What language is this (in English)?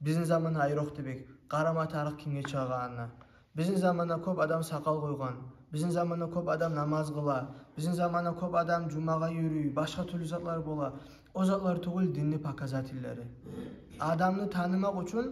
Kumyk